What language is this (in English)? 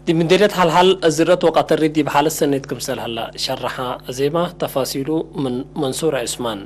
Tigre